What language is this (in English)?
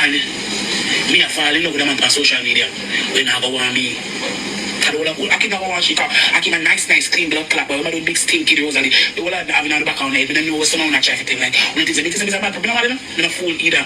Jamaican Creole English